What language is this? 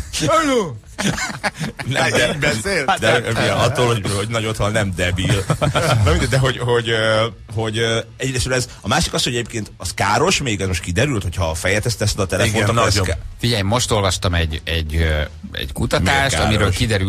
Hungarian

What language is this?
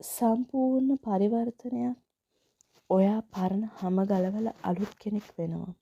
Sinhala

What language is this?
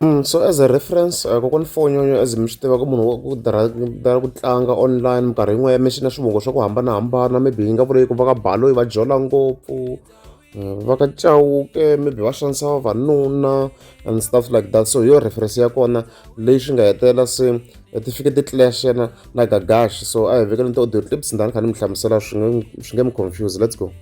Tsonga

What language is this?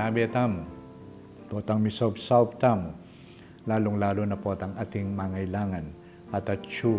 Pampanga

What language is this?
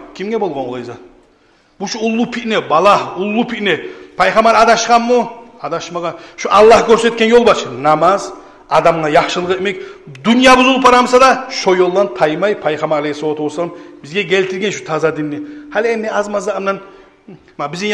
Kumyk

